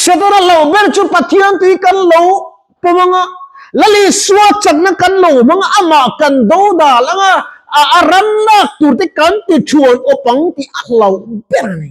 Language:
Mizo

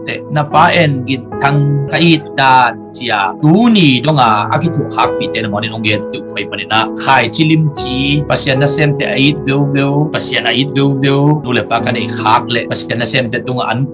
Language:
Tedim Chin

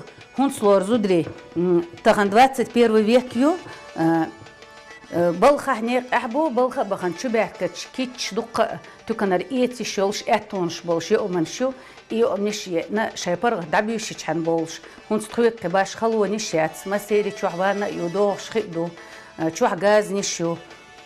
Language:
Chechen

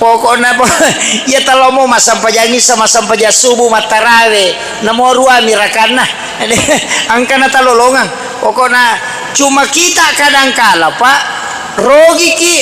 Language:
Buginese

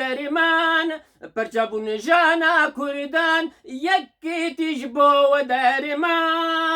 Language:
Kurdish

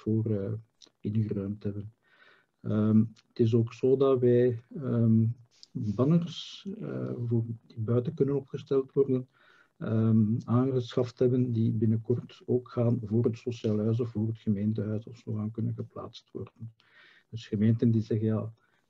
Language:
Dutch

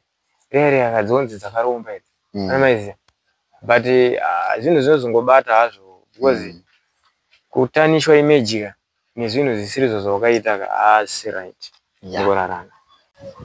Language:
Shona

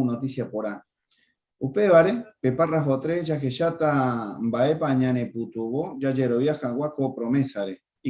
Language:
Guarani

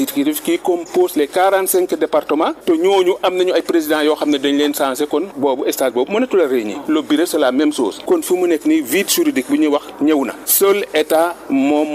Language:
Wolof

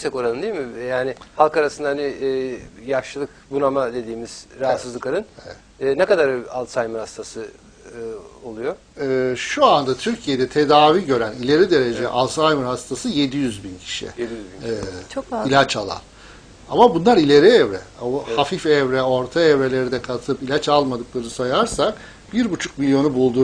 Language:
Turkish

